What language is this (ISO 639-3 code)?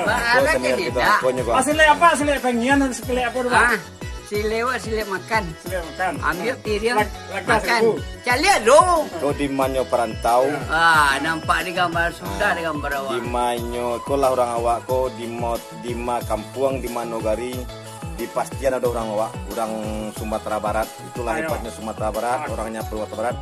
min